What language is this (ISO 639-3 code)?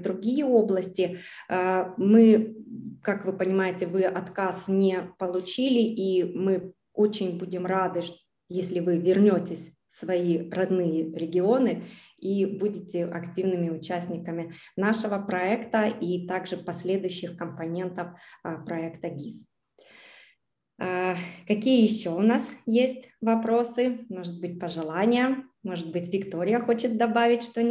rus